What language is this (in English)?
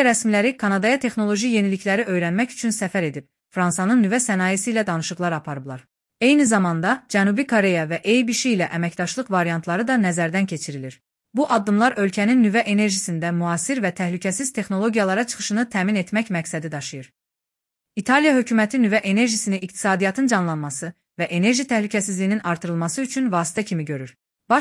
Azerbaijani